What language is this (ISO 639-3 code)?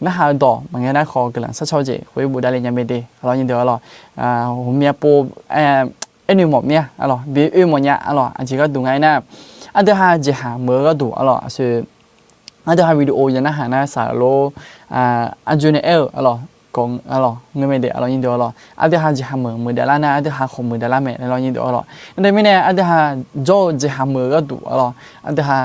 ahk